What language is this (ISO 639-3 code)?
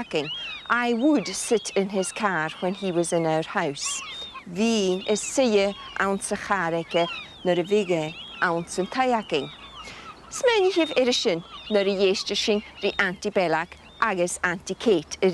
gla